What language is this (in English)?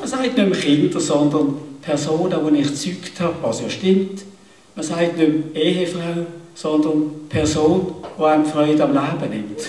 Swiss German